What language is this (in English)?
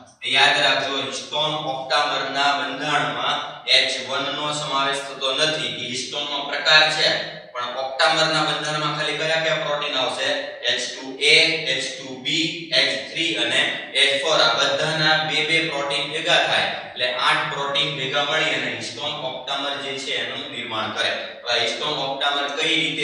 Gujarati